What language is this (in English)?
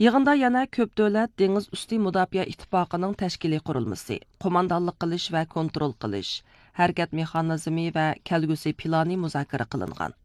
Uyghur